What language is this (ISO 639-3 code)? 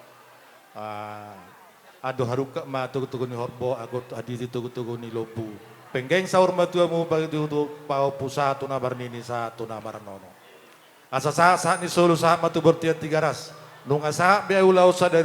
bbc